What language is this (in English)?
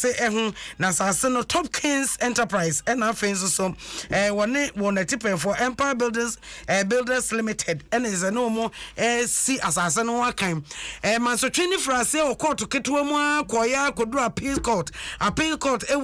Akan